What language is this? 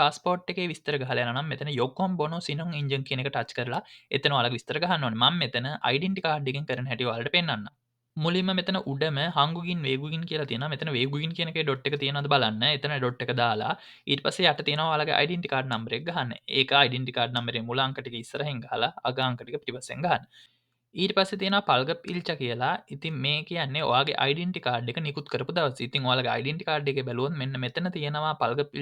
Sinhala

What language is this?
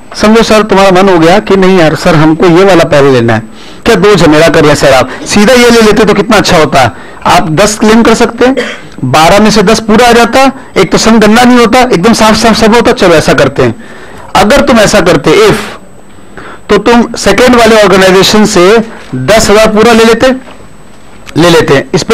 Hindi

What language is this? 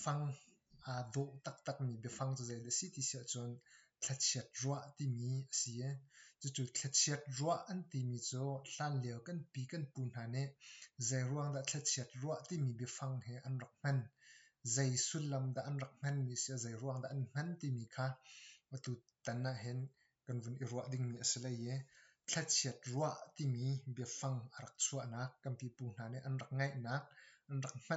Hakha Chin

